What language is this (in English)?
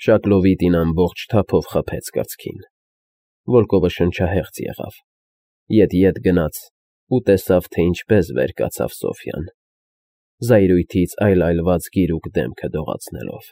Armenian